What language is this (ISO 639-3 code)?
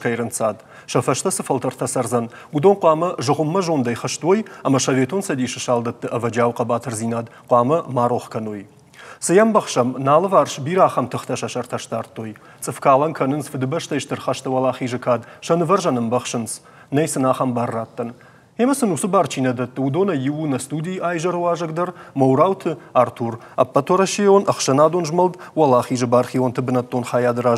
oss